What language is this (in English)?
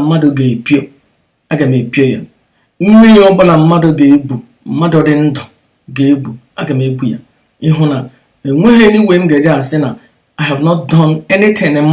Igbo